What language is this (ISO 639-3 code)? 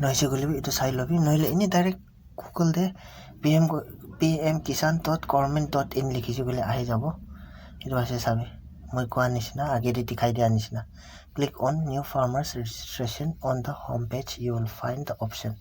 nag